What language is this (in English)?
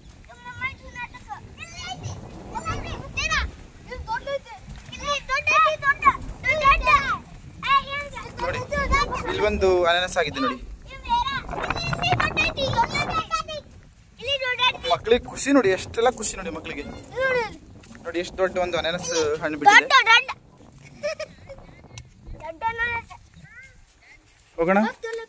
Kannada